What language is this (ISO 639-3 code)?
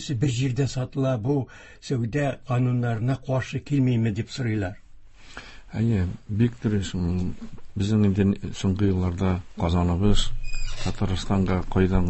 tat